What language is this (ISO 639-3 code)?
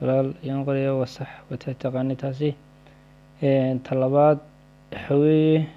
som